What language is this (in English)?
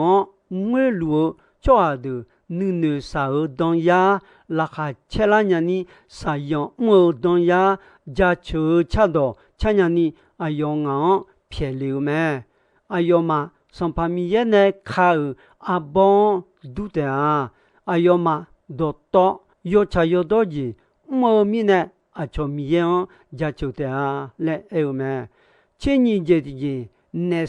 Akha